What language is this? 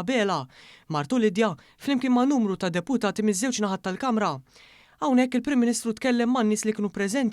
Maltese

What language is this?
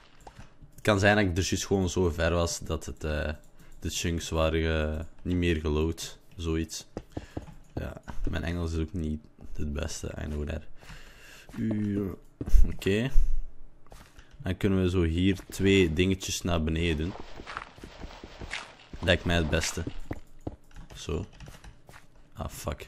Dutch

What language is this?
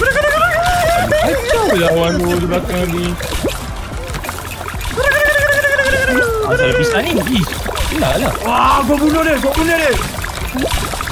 Malay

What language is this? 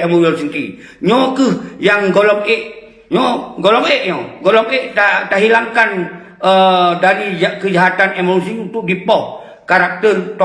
Achinese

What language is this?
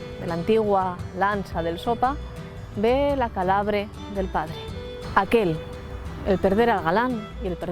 Asturian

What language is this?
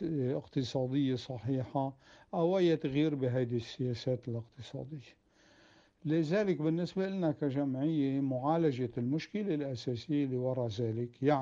North Levantine Arabic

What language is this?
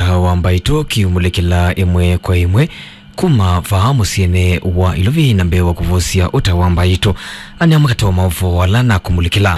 Kamba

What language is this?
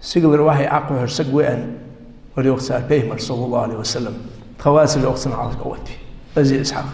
Ingush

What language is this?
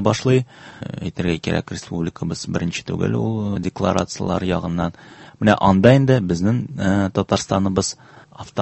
Tatar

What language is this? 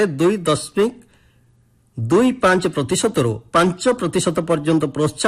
Odia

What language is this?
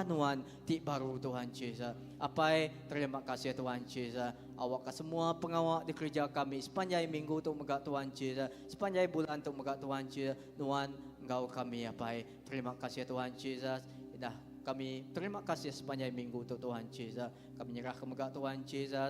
Iban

